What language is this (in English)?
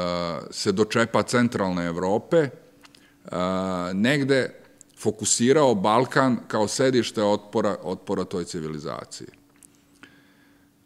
Serbian